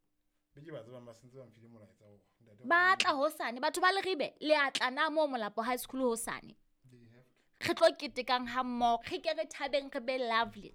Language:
Southern Sotho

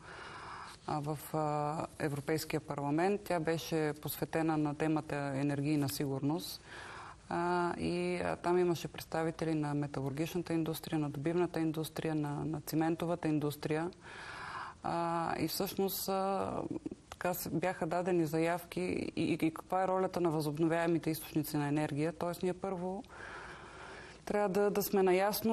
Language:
Bulgarian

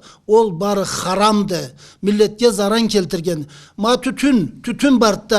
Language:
Karachay-Balkar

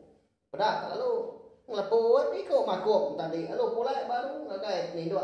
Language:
Iban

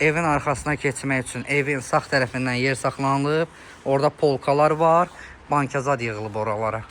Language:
Azerbaijani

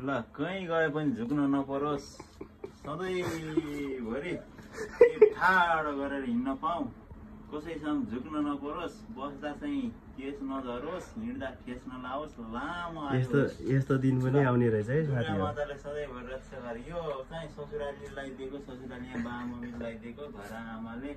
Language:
Nepali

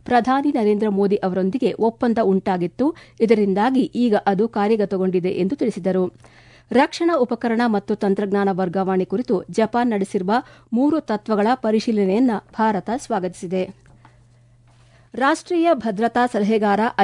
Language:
Kannada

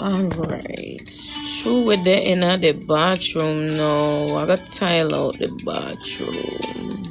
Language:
Jamaican Creole English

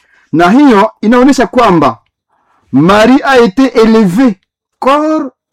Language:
Swahili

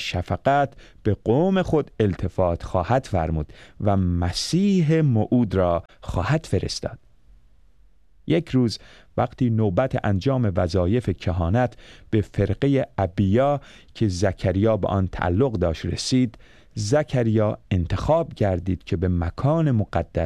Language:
Persian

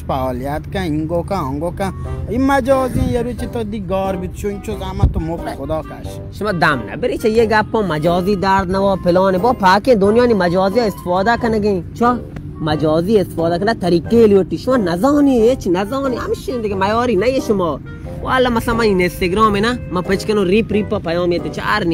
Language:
Baluchi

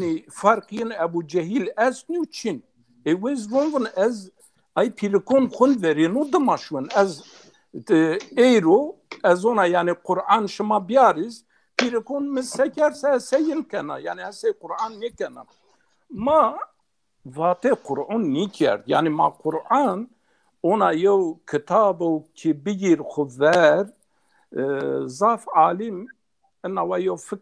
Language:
Zaza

